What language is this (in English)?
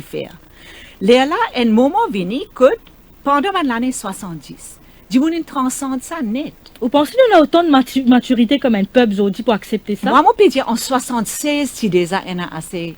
Morisyen